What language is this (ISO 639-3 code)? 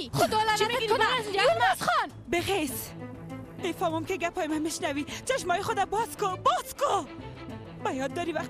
fas